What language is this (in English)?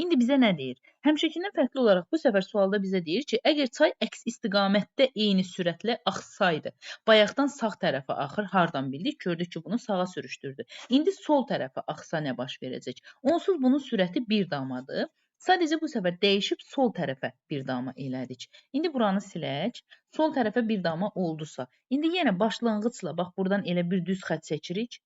Azerbaijani